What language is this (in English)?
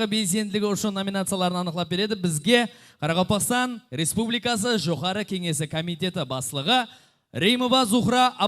Kara-Kalpak